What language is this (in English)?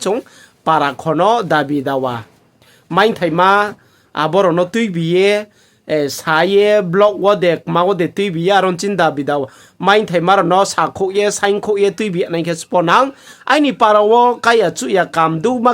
Riang (India)